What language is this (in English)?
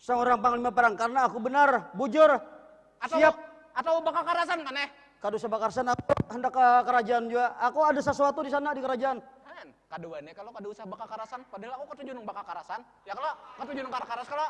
Banjar